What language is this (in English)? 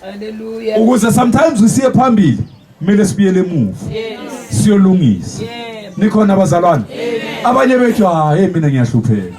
Zulu